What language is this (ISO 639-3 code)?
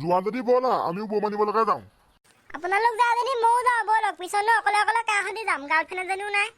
asm